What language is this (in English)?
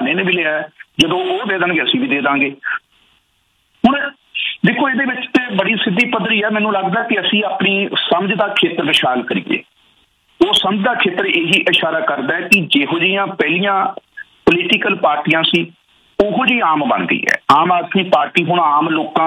Punjabi